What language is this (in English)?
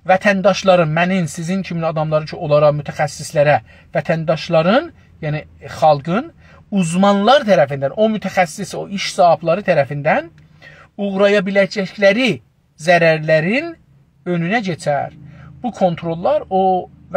South Azerbaijani